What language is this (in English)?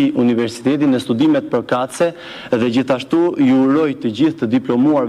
Albanian